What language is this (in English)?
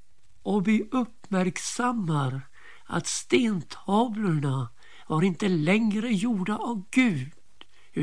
Swedish